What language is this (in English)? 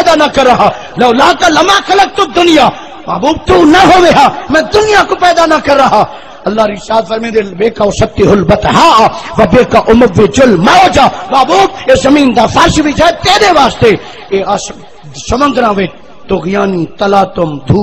Saraiki